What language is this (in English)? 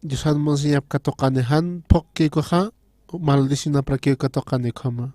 Aymara